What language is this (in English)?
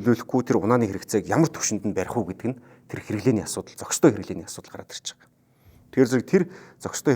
Mongolian